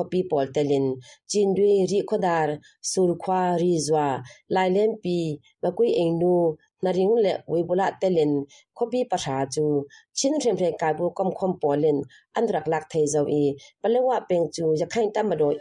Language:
Burmese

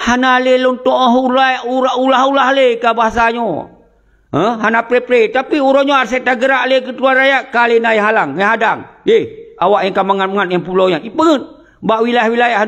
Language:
Achinese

